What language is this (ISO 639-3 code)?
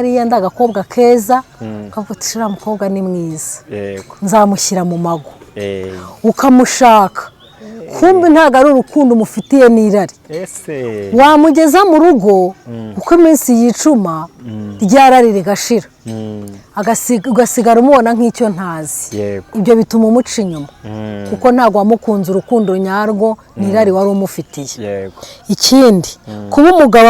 kin